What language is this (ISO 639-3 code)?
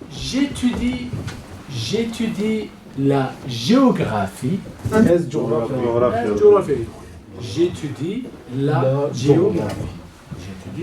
kur